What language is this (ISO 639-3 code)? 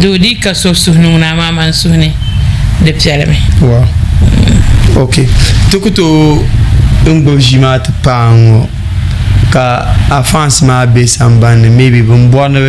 dag